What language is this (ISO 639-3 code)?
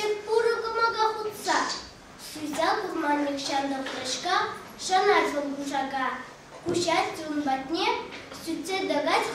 chv